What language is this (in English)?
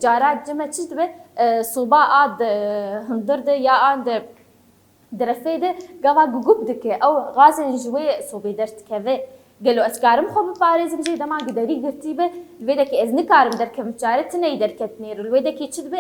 Kurdish